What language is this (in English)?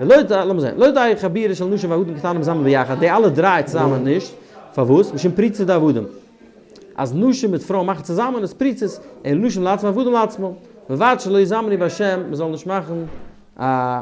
Yiddish